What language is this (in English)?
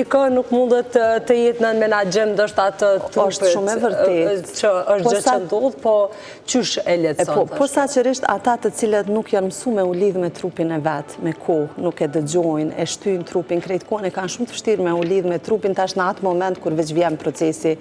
Albanian